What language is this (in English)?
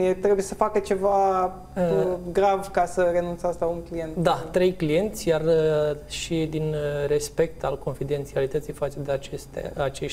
Romanian